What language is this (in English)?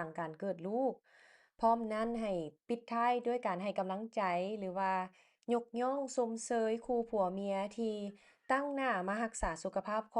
Lao